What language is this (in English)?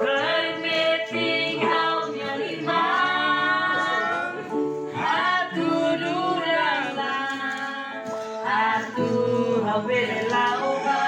Tetum